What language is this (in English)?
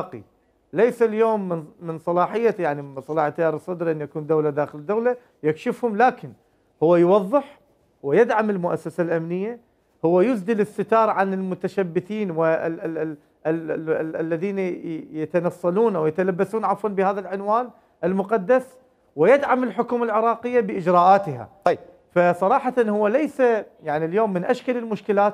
Mesopotamian Arabic